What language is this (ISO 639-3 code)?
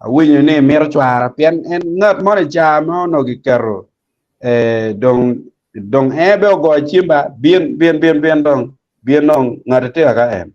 ach